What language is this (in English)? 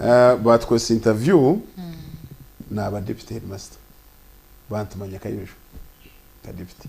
Nyankole